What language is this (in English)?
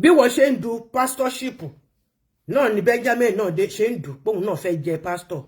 Yoruba